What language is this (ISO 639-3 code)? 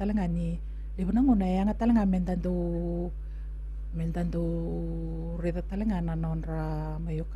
fij